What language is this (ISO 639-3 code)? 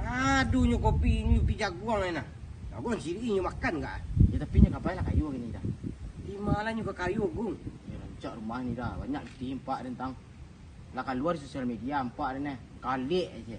min